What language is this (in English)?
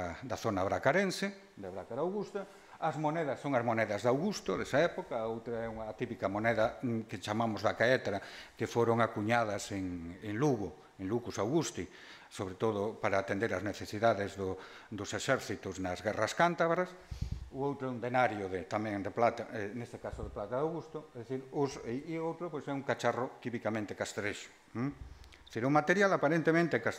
Galician